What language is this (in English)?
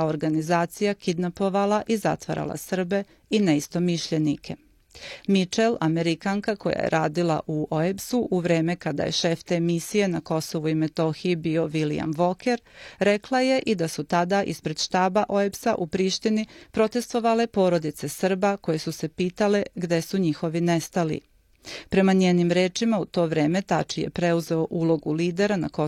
Serbian